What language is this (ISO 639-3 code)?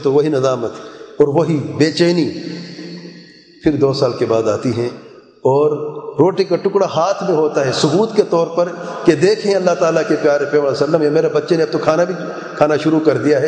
urd